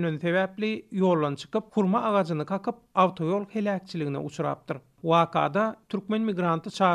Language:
Turkmen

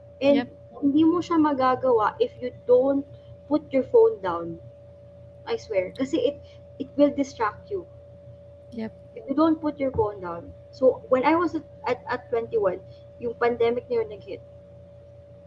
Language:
Filipino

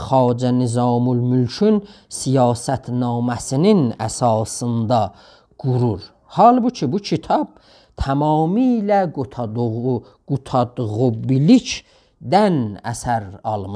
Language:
South Azerbaijani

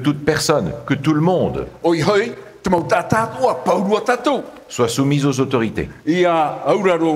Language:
Tahitian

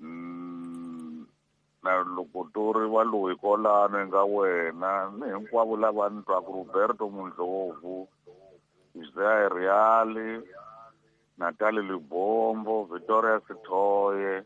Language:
Tsonga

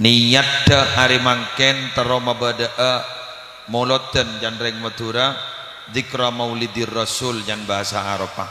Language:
Madurese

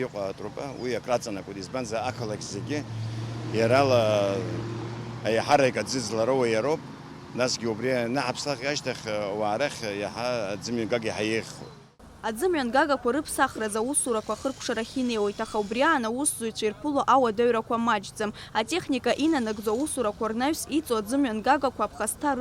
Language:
Abkhazian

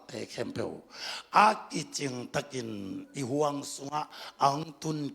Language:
Tedim Chin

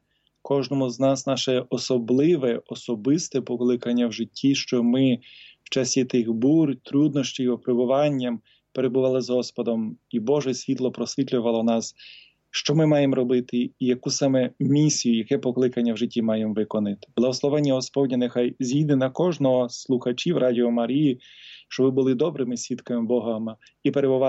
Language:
Ukrainian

